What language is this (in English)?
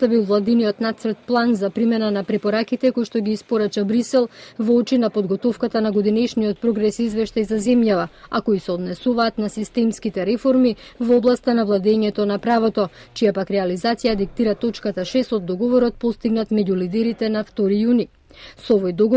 Macedonian